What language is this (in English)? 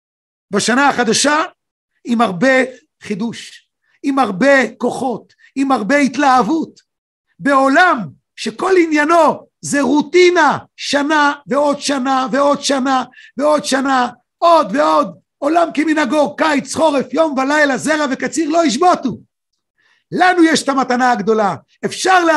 Hebrew